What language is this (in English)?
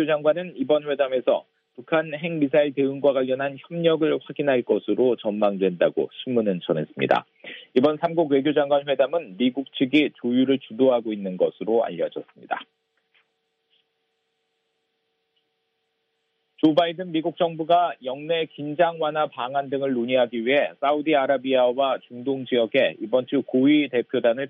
Korean